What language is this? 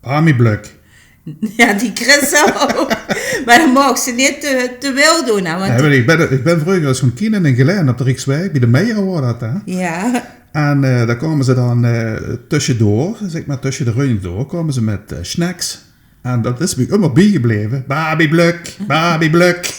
Limburgish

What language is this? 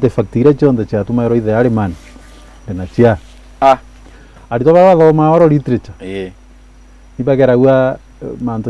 Meru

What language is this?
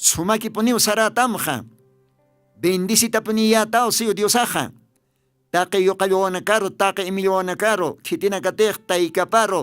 Aymara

